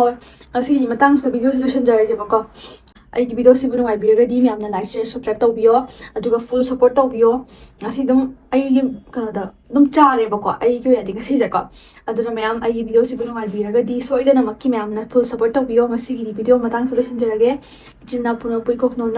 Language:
Manipuri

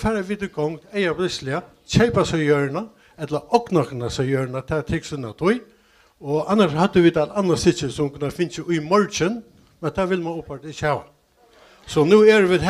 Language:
Faroese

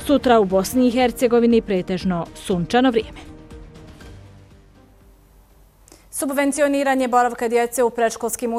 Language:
Bosnian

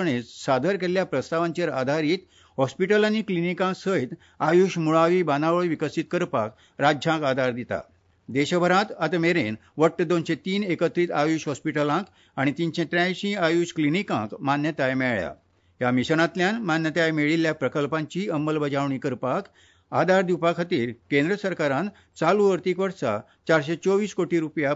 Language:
Konkani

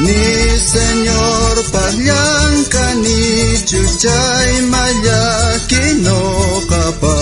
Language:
South Bolivian Quechua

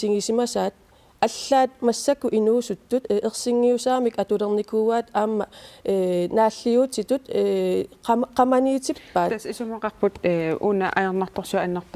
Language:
Kalaallisut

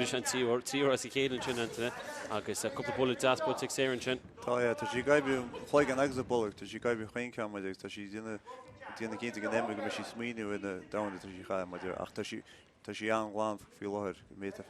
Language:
Irish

